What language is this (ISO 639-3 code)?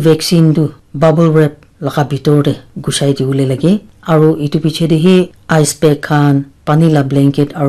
nag